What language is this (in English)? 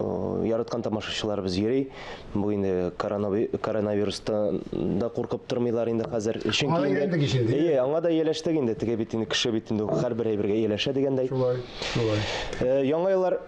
Tatar